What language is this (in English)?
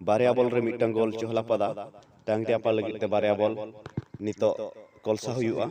Santali